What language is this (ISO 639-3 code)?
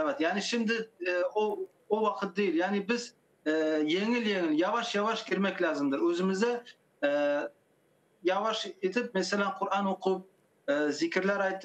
crh